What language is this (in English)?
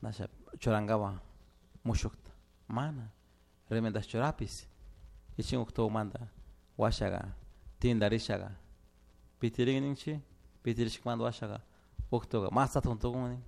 Chimborazo Highland Quichua